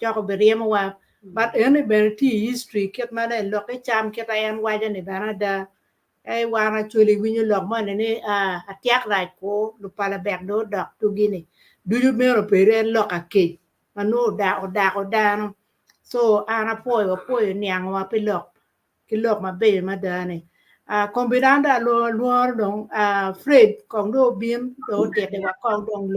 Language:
Acoli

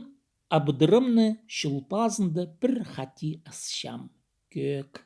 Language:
Khakas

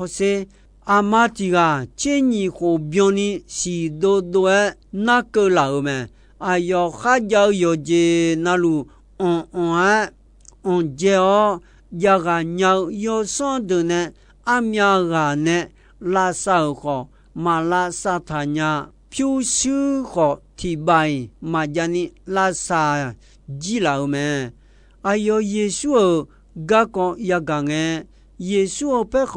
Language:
Akha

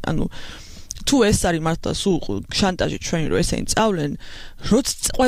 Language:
Georgian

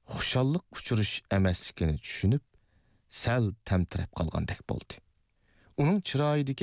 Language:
Uyghur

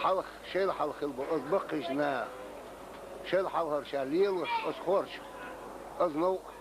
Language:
Chechen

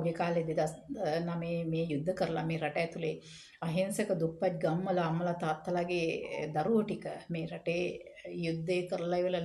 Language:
Sinhala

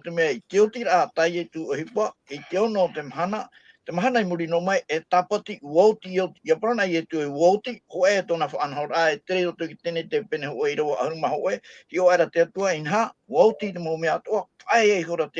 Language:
Tahitian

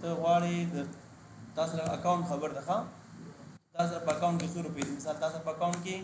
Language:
Pashto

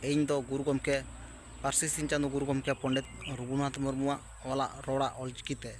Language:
Santali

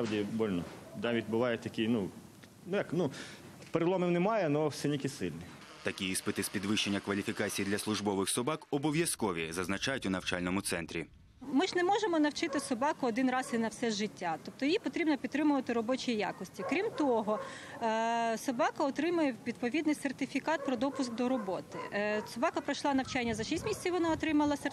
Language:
Ukrainian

